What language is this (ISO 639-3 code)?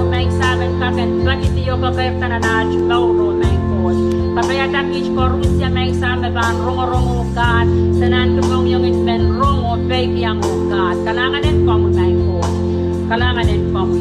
pon